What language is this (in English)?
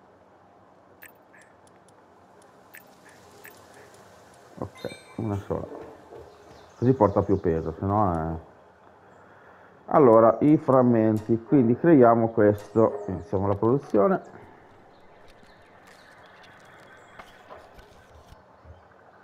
Italian